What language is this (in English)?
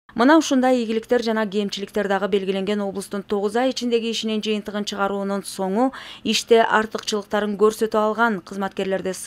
Kyrgyz